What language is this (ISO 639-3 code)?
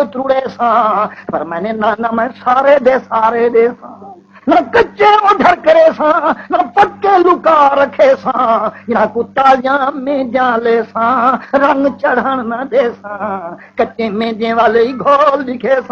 skr